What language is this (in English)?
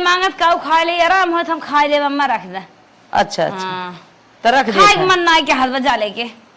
Awadhi